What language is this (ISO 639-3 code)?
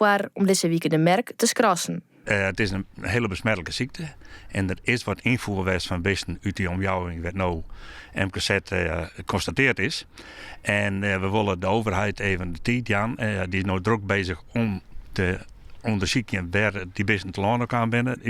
fry